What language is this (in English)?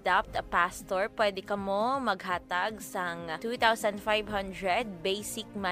Hiligaynon